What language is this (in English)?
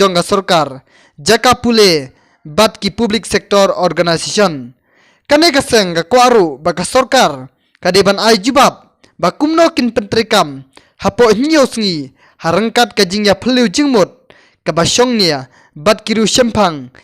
Khasi